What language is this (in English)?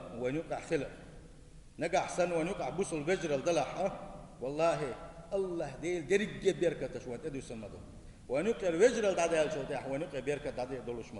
Chechen